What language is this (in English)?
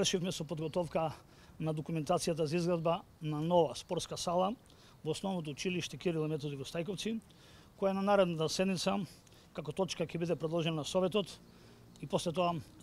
Macedonian